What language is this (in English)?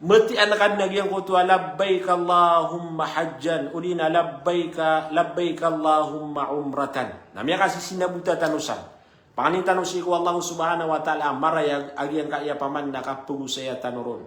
Maranao